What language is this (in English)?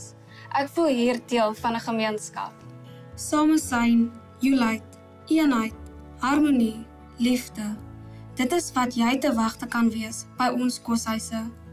Afrikaans